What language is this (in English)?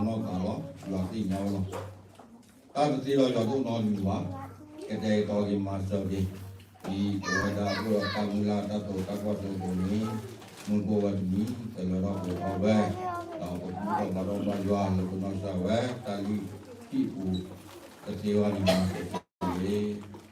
S'gaw Karen